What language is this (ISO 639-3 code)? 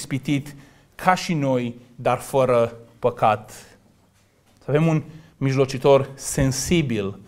ron